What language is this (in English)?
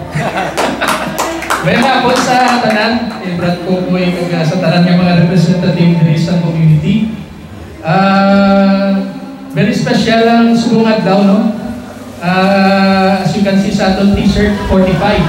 Hiligaynon